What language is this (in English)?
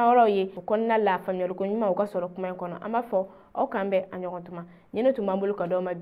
Bambara